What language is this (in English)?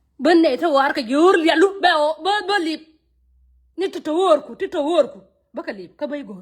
Nuer